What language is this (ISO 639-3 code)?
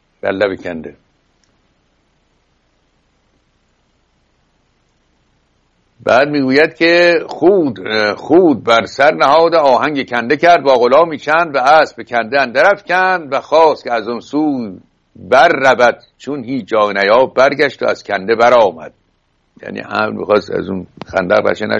fas